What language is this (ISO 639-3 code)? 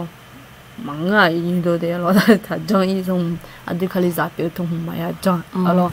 ahk